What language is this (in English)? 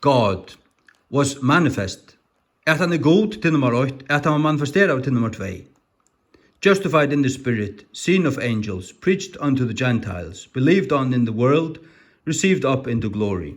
Faroese